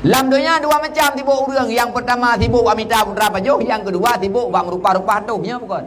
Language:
Achinese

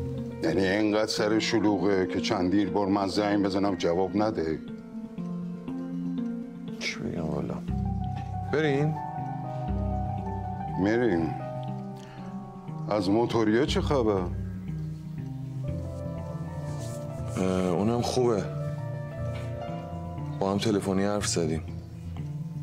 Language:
Persian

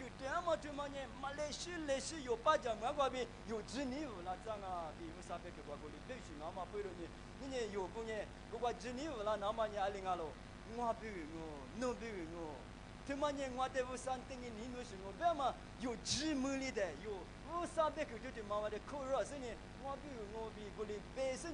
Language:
Lisu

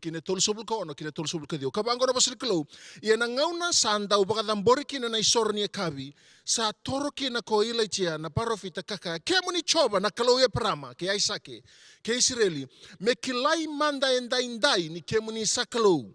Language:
Fijian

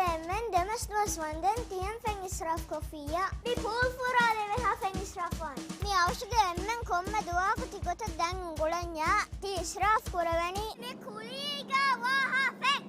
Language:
Divehi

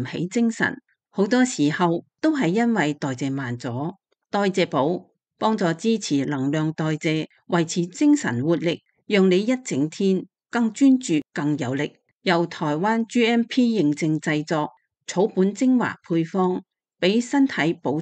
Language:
Cantonese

